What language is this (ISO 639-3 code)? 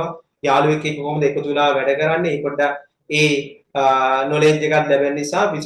sin